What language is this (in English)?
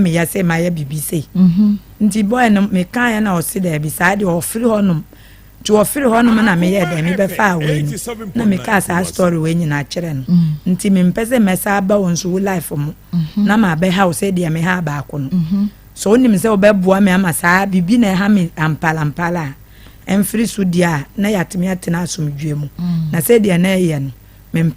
Akan